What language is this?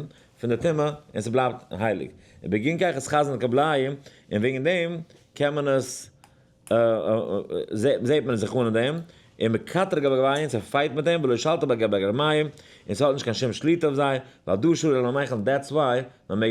Yiddish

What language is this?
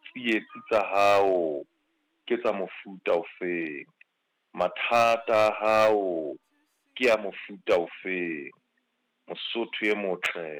Southern Sotho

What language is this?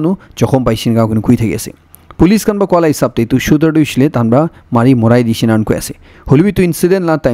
Naga Pidgin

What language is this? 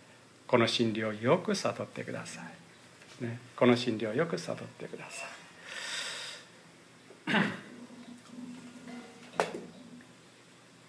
Japanese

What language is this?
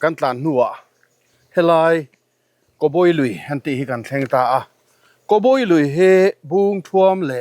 Mizo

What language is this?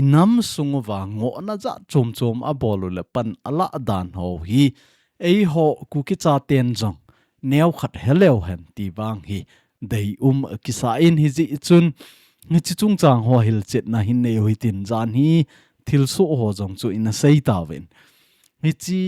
Thado Chin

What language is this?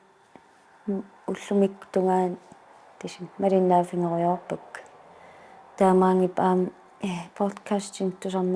Kalaallisut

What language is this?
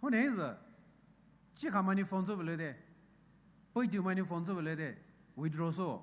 Poumei Naga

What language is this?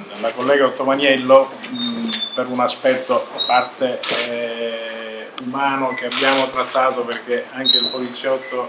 Italian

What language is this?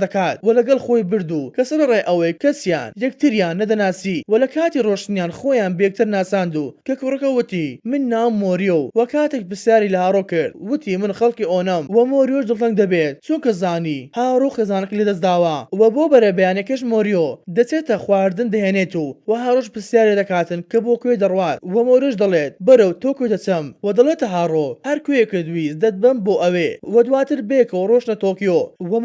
Central Kurdish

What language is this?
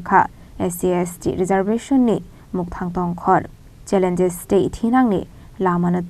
Kok Borok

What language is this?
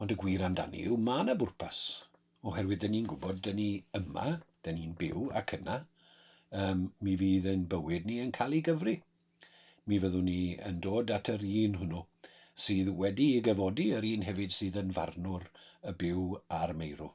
Welsh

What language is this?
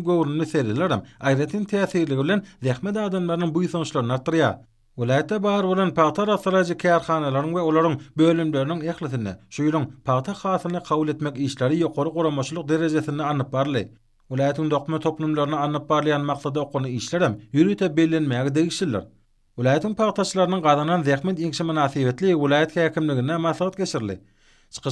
Turkmen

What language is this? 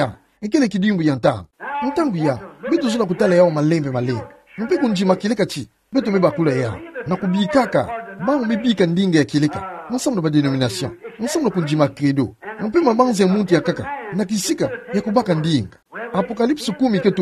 Kituba (Democratic Republic of Congo)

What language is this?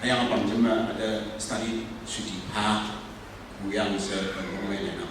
Konyak Naga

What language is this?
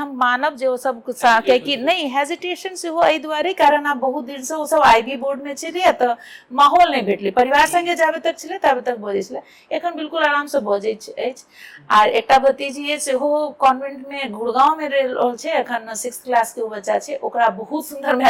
Maithili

